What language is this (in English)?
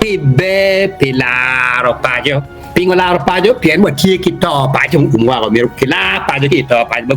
Acoli